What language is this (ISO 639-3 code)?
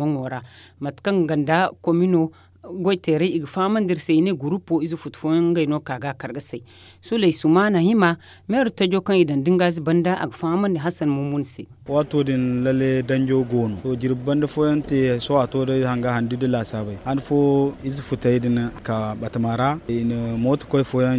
dje